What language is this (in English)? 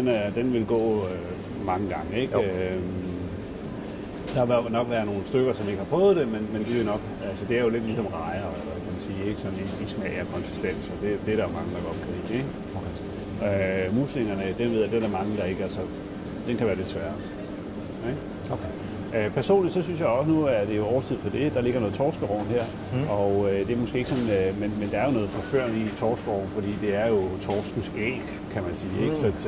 Danish